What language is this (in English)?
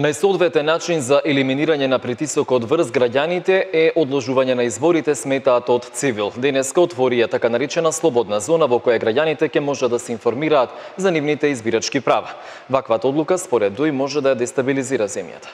Macedonian